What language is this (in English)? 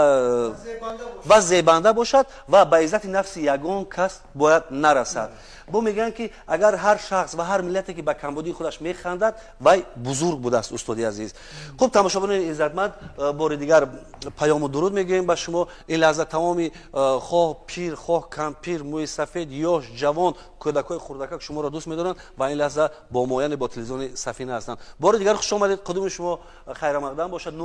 Tajik